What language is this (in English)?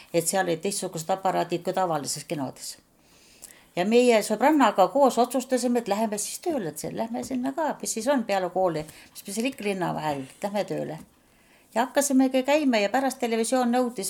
Estonian